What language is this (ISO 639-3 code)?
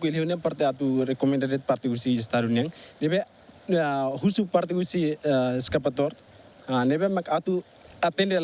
tet